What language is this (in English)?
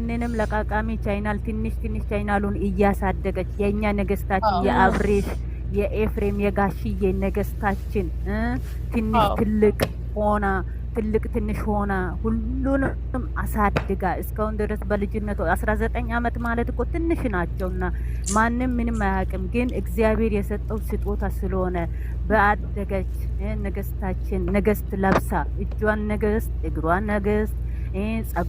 Amharic